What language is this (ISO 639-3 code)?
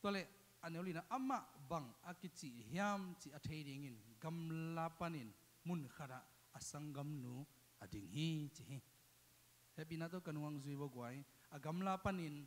ctd